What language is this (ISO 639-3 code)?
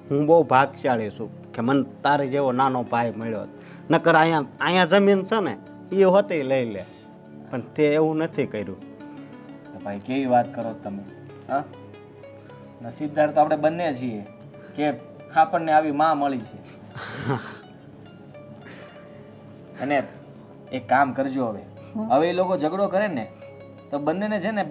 guj